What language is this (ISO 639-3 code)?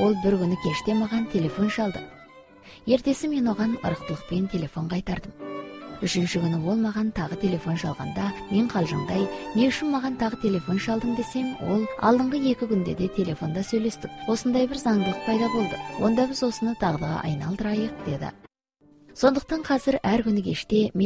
kaz